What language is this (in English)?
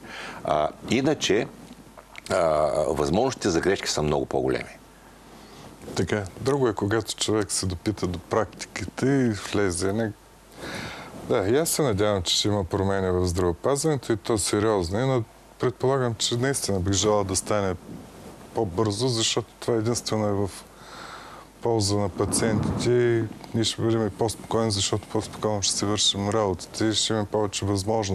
Bulgarian